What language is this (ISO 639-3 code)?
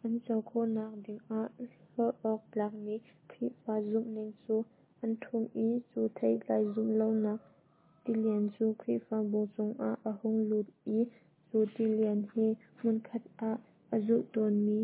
cnh